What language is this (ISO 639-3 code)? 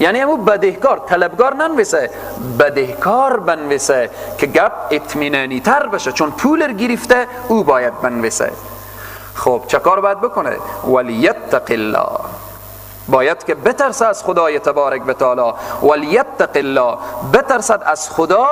fas